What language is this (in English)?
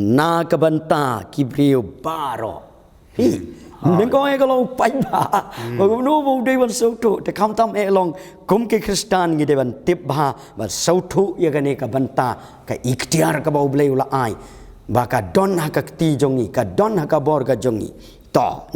Khasi